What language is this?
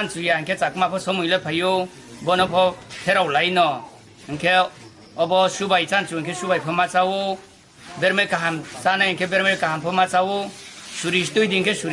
Riang (India)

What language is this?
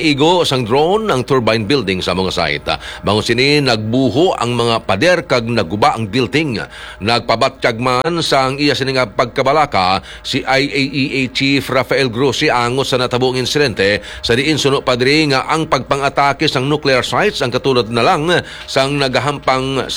Hiligaynon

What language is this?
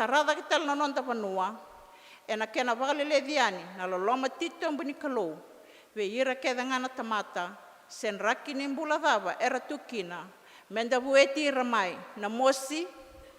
Fijian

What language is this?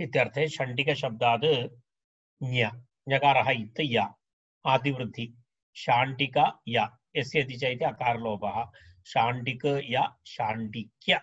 Sanskrit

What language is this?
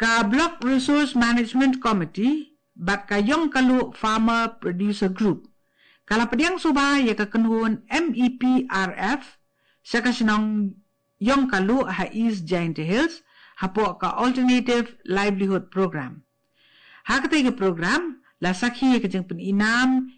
Khasi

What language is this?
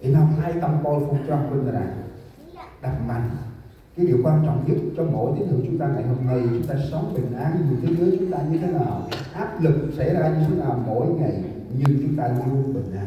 Central Mnong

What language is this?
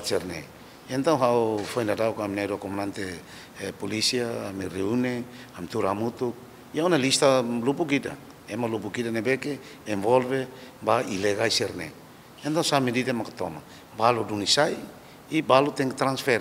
Tetum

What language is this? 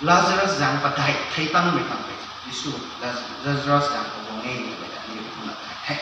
Rongmei Naga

